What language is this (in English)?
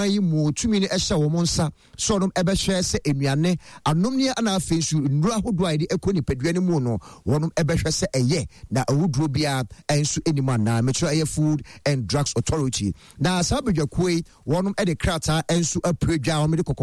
Akan